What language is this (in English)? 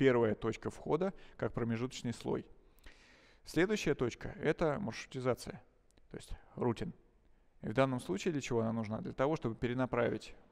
Russian